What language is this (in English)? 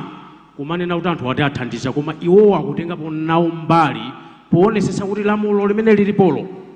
Nyanja